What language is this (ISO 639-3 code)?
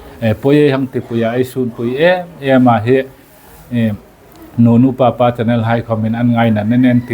hmr